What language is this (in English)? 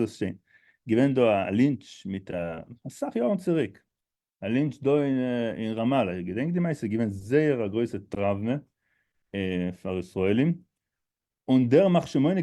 Yiddish